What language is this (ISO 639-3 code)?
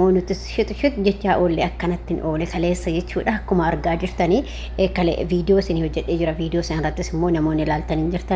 orm